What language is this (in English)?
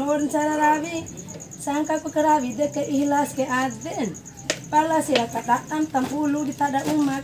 Bima